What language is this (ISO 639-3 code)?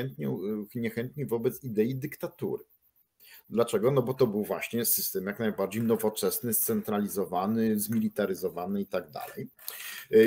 pol